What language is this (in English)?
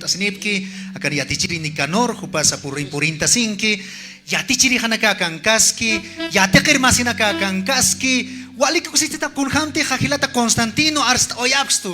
Aymara